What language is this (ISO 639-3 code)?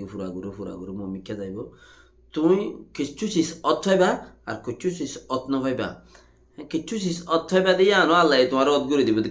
rhg